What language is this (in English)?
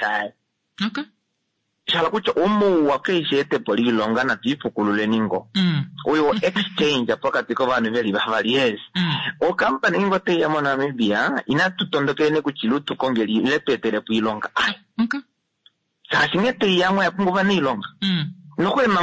Kuanyama